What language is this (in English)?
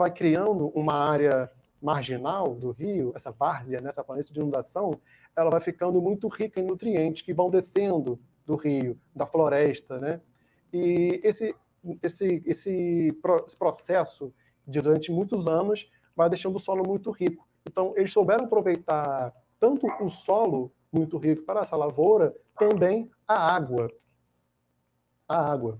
Portuguese